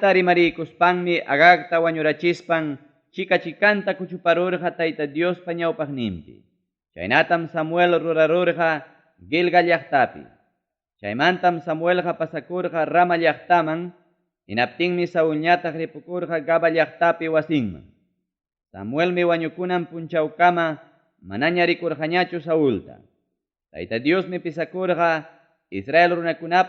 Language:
Ayacucho Quechua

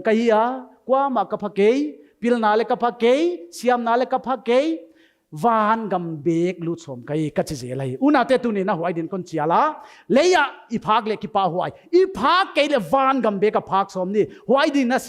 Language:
Paite Chin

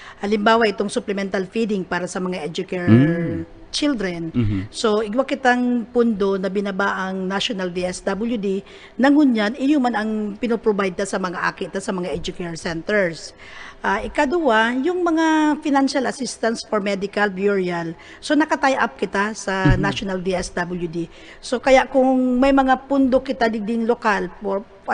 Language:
Bikol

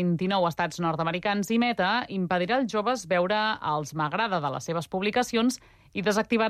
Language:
Catalan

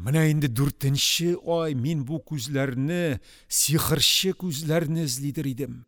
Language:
Tatar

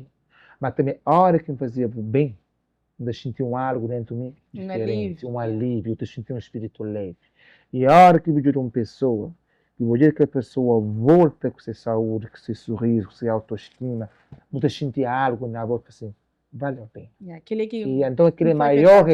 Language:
Kabuverdianu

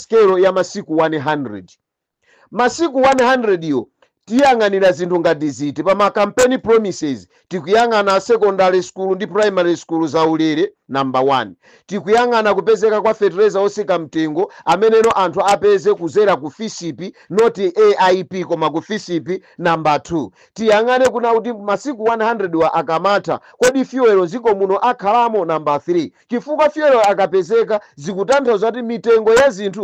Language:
Nyanja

